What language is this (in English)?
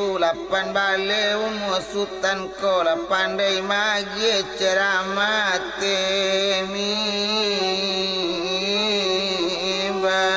Minangkabau